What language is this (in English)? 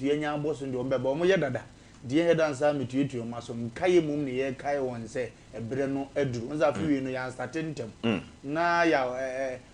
Akan